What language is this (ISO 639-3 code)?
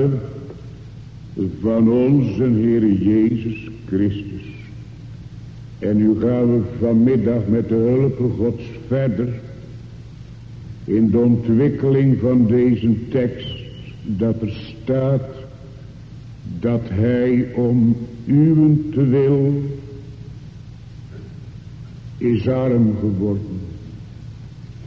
nld